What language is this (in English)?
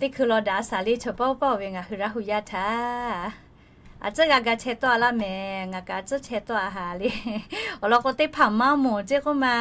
Lahu